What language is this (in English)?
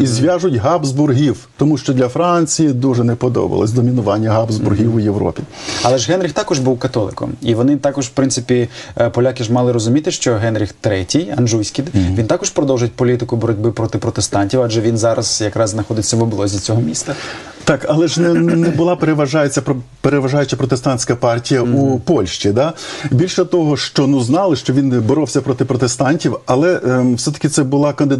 Ukrainian